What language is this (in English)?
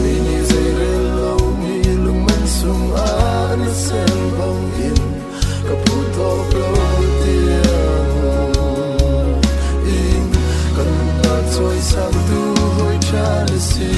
Falam Chin